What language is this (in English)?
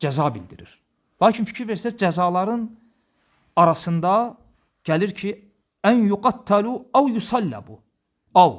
Azerbaijani